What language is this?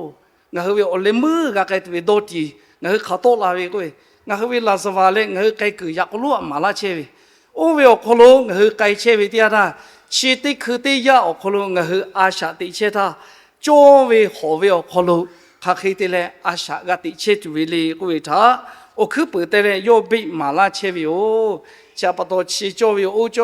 Lahu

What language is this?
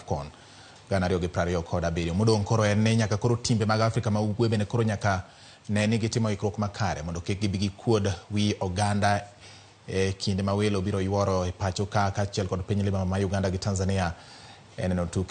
Luo (Kenya and Tanzania)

